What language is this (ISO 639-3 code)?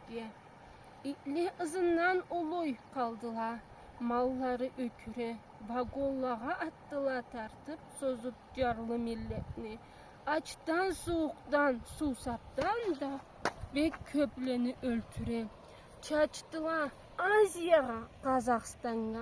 krc